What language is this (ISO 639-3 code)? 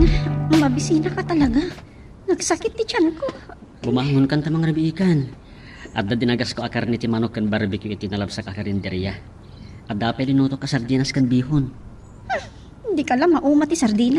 ilo